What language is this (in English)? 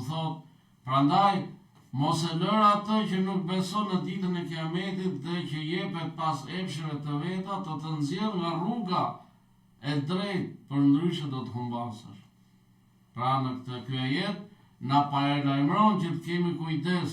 Albanian